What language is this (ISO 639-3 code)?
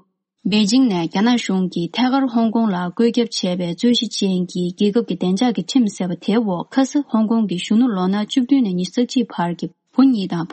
bod